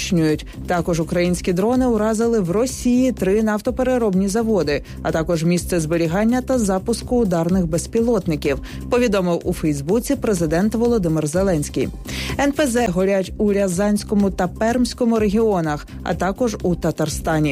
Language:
Ukrainian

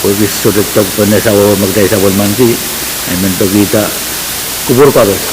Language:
Pohnpeian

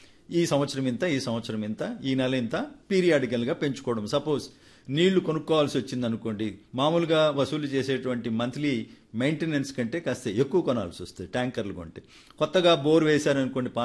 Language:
Telugu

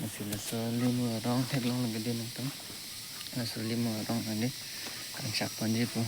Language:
Karbi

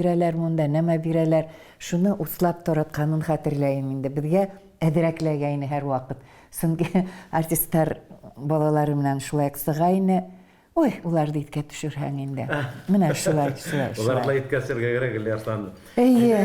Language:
Bashkir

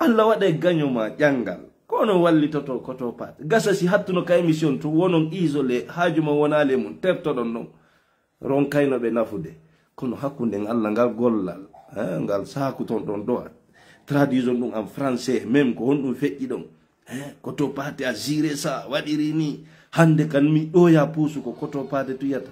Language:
Fula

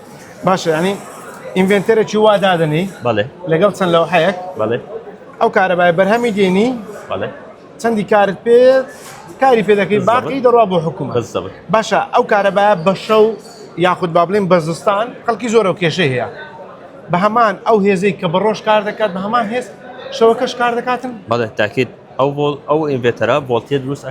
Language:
Central Kurdish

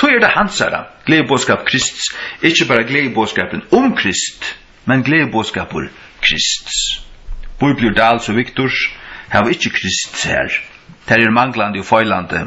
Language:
Faroese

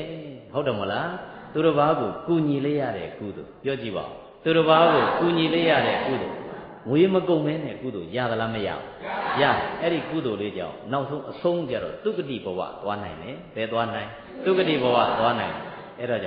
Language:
Burmese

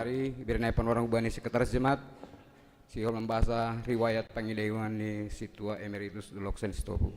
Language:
Batak Simalungun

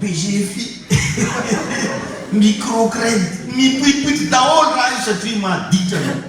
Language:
Malagasy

